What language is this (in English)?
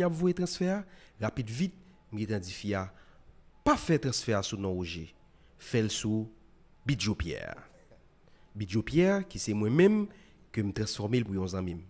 Haitian Creole